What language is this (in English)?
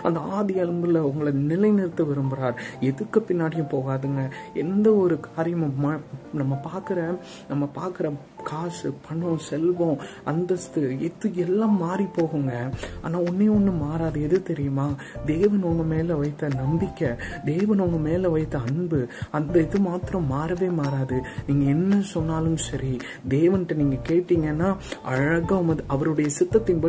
Tamil